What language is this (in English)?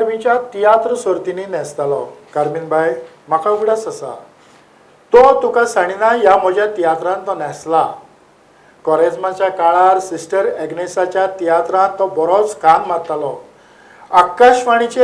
Konkani